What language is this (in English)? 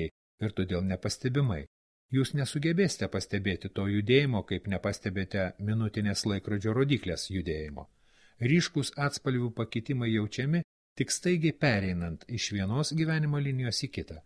Lithuanian